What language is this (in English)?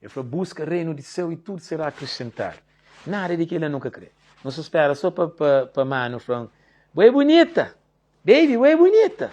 Kabuverdianu